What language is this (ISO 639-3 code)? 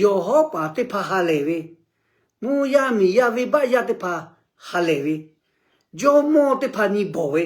lhu